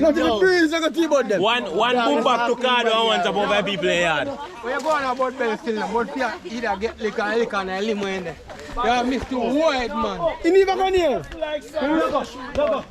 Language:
Jamaican Creole English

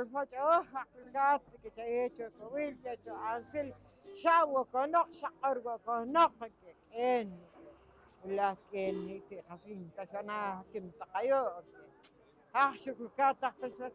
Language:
Poqomchi'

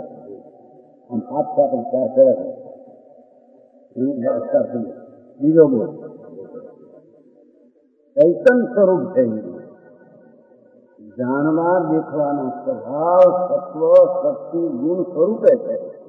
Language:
Gujarati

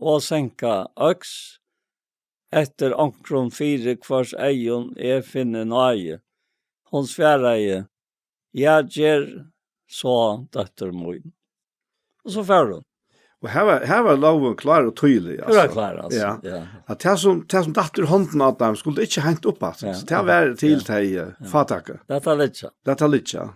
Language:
Faroese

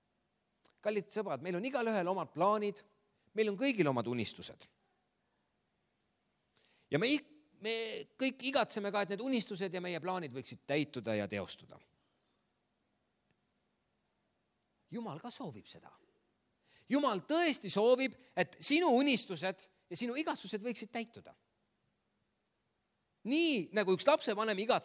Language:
Estonian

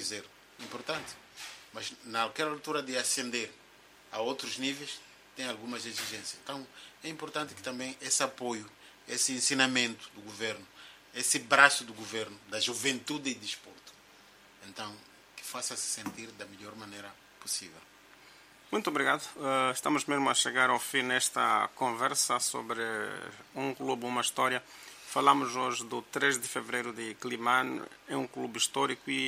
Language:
Portuguese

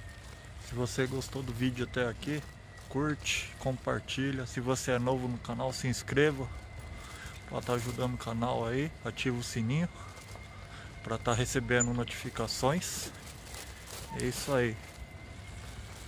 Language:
Portuguese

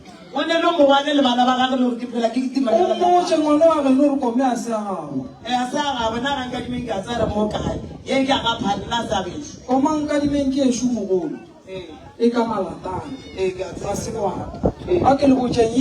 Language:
Northern Sotho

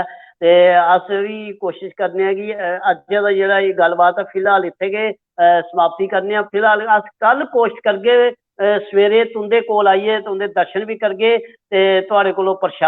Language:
Dogri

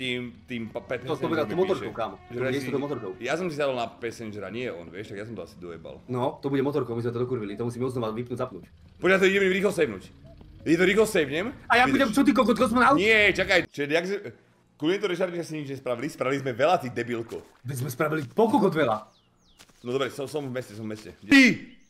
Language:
Slovak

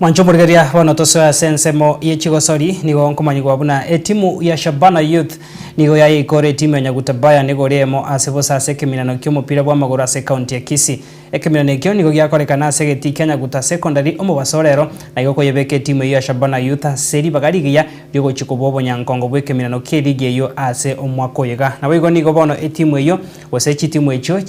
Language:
Gusii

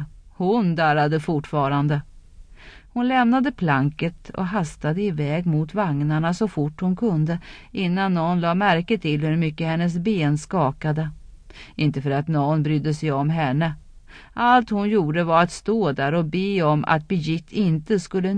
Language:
Swedish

